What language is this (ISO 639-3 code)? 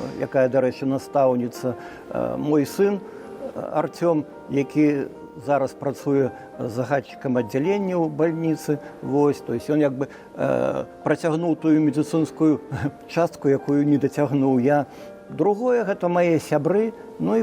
bel